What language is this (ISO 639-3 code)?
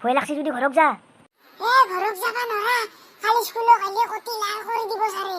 asm